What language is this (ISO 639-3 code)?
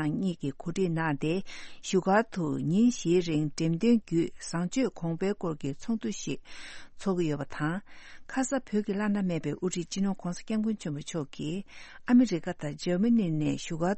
bod